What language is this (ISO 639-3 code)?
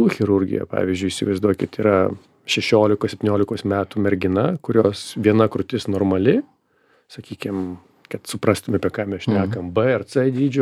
lit